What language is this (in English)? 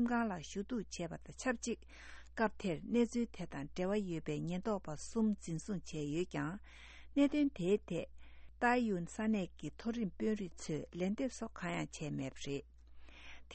Tibetan